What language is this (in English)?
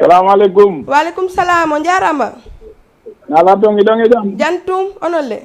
Fula